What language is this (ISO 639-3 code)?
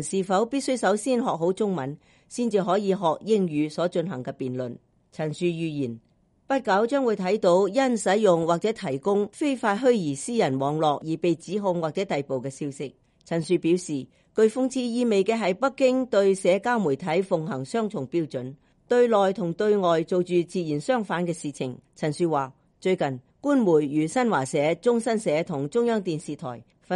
yue